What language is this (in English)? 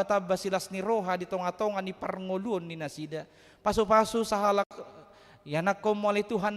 Batak Toba